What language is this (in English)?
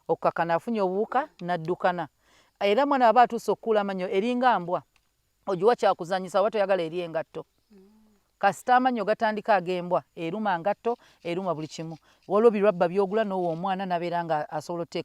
Ganda